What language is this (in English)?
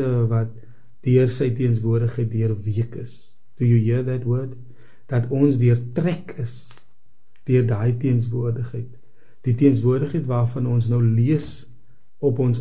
Afrikaans